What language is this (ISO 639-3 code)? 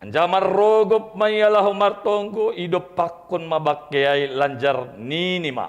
bts